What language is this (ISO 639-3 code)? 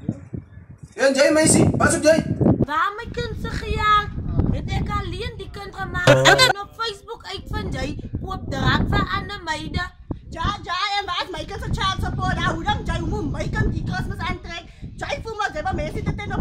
afr